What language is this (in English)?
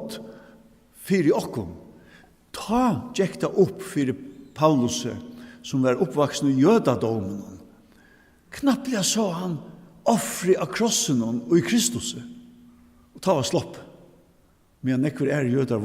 Faroese